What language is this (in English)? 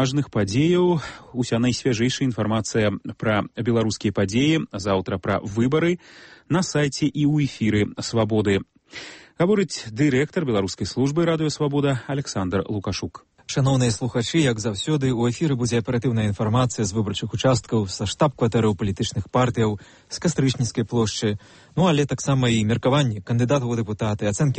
Belarusian